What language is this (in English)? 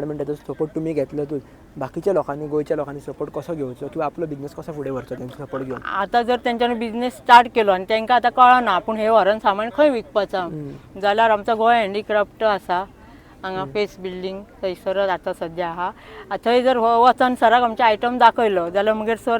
Konkani